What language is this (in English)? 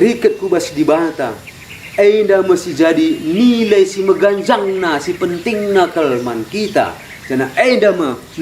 Batak Karo